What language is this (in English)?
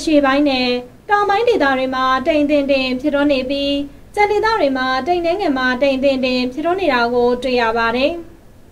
Burmese